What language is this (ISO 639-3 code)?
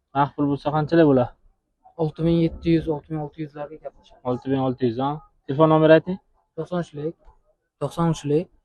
uzb